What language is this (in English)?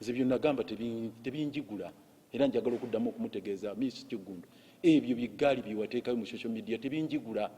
Ganda